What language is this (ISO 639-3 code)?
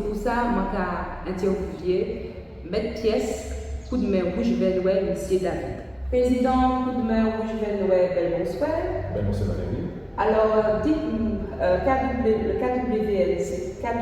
gcf